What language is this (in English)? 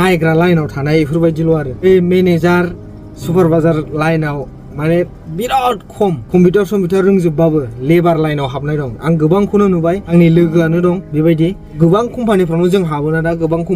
Bodo